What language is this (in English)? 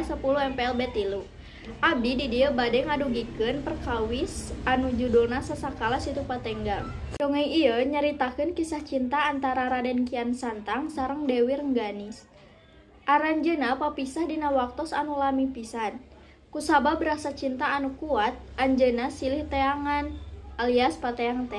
Sundanese